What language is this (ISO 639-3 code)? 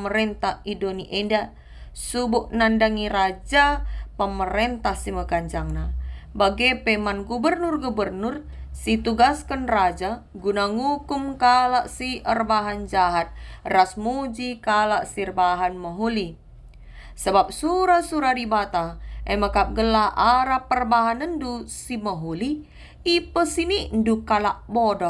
btx